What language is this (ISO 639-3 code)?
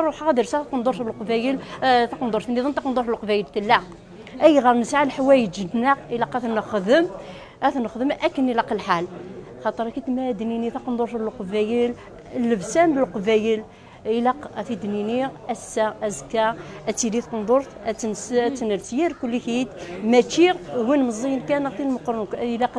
kab